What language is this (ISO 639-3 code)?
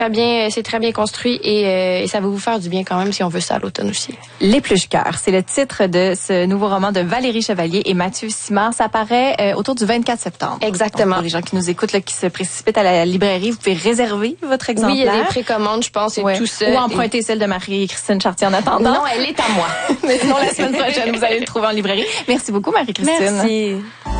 fra